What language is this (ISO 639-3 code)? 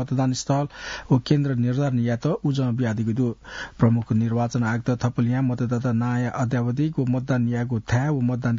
new